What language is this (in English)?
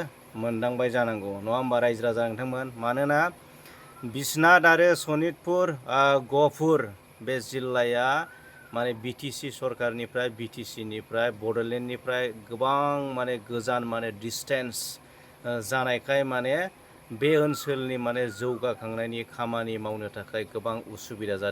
Bodo